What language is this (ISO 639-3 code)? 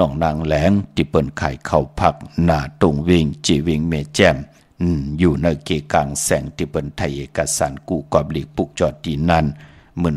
shn